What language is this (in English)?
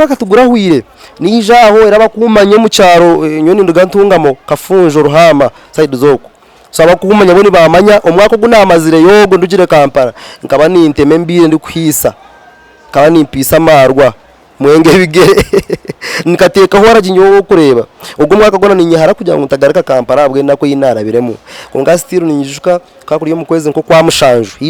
Nyankole